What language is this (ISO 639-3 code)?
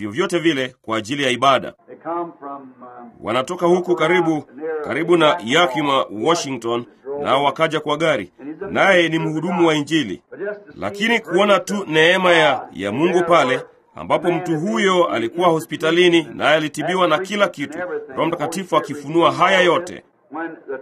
swa